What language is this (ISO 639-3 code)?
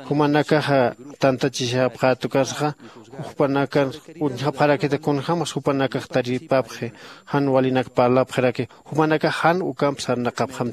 aym